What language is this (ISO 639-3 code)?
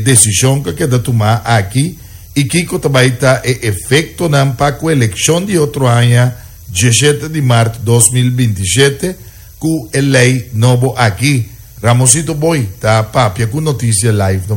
pap